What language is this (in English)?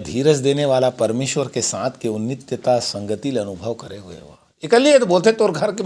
Chhattisgarhi